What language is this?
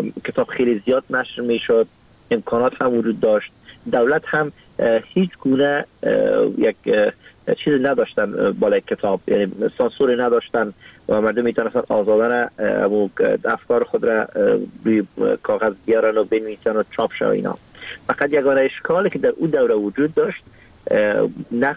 Persian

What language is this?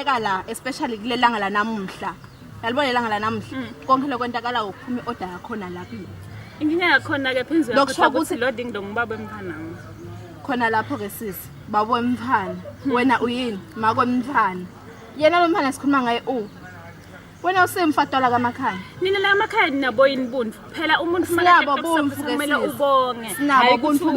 Zulu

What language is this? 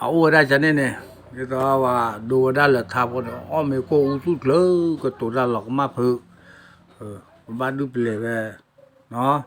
S'gaw Karen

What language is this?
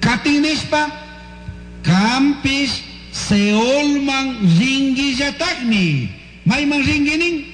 Chimborazo Highland Quichua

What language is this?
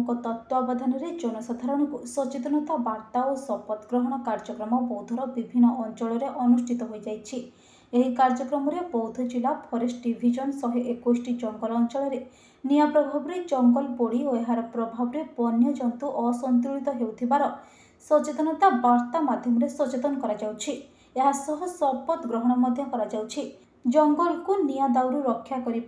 Odia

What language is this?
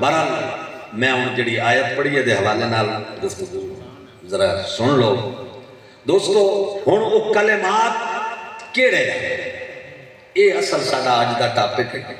Saraiki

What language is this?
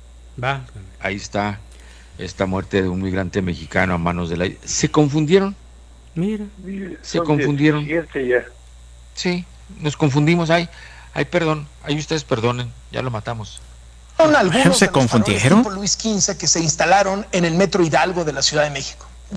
Spanish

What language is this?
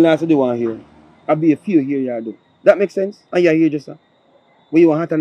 Jamaican Creole English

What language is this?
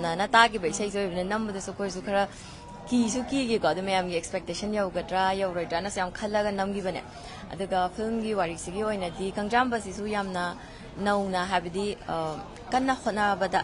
Manipuri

